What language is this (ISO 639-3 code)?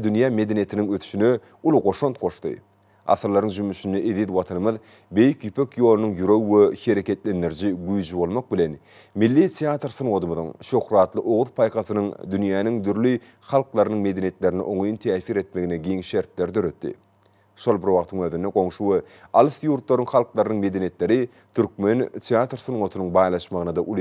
tuk